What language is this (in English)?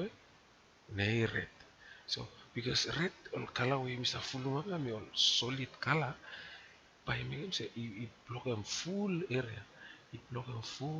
Bislama